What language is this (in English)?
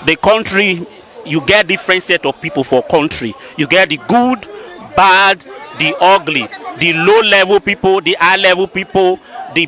Nigerian Pidgin